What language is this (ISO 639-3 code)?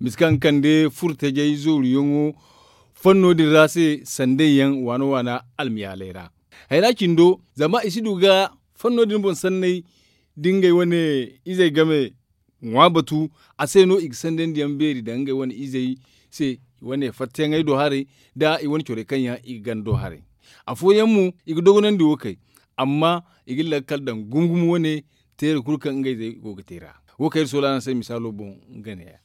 dje